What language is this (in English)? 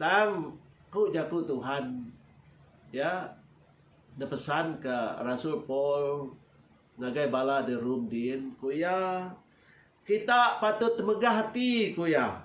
Iban